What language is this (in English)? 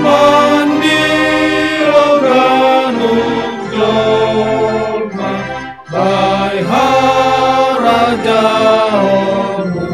Batak Simalungun